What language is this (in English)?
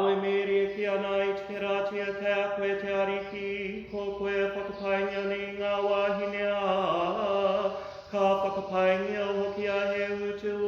Māori